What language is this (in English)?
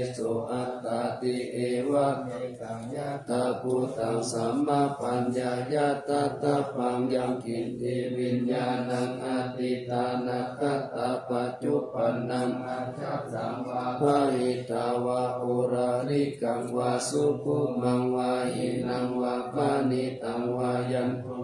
Pali